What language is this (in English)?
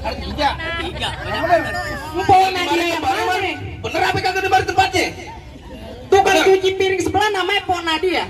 Betawi